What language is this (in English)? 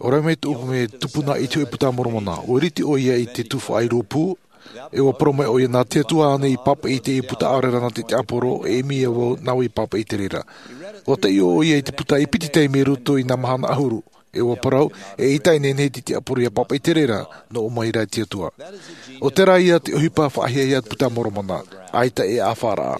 Tahitian